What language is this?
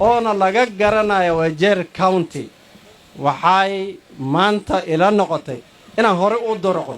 Somali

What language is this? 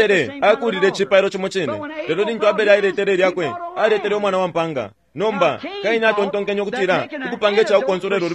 Bemba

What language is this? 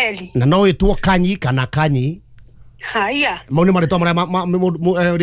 Kikuyu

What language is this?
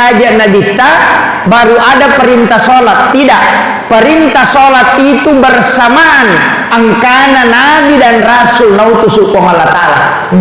Buginese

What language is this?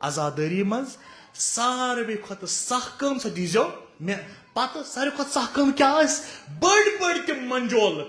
Kashmiri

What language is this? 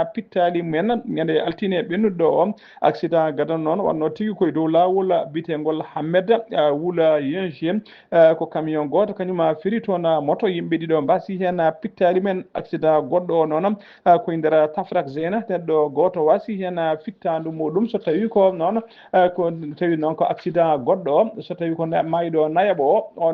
Fula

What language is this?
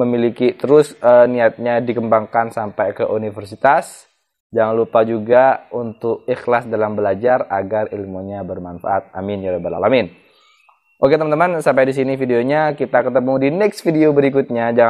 Indonesian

